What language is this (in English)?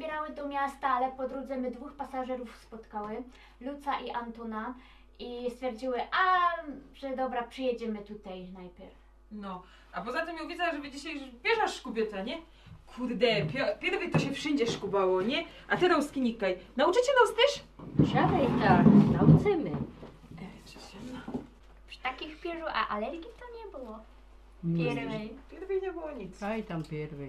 Silesian